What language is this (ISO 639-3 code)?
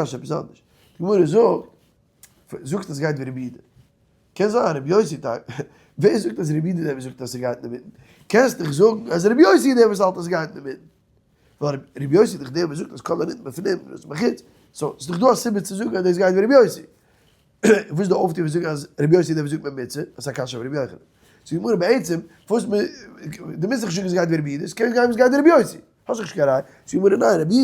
yid